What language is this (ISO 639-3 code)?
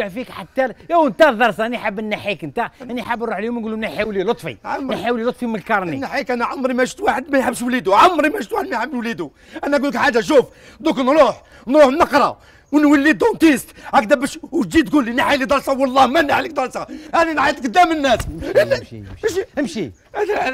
arq